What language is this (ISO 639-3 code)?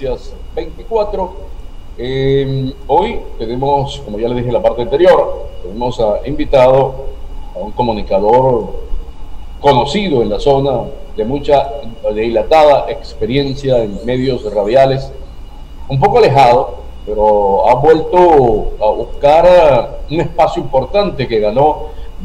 spa